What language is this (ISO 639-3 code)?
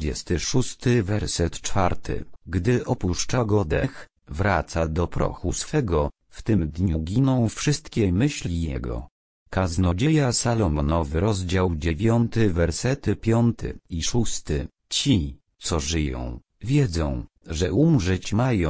pol